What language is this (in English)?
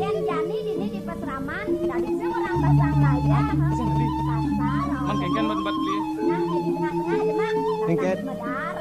Balinese